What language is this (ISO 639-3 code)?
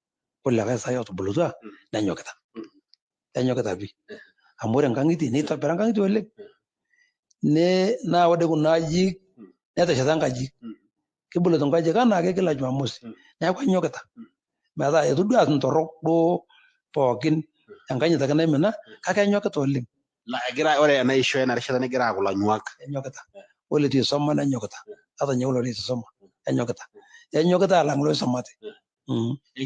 mas